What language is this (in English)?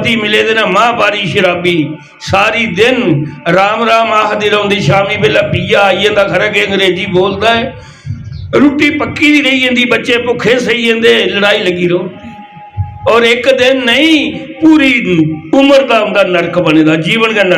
Dogri